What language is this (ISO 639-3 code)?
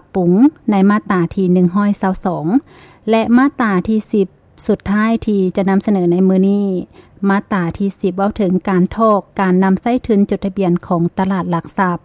lao